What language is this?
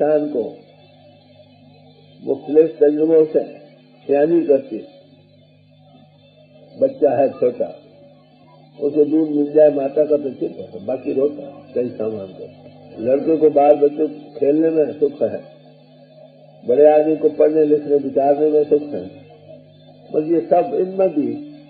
Hindi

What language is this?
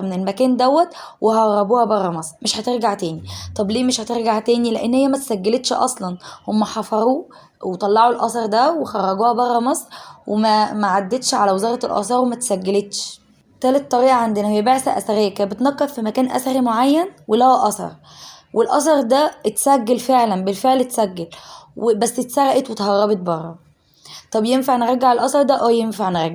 Egyptian Arabic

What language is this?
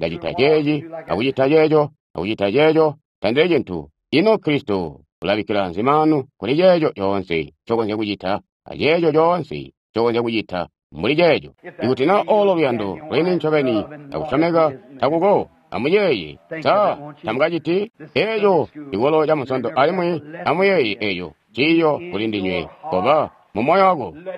Tonga (Zambia)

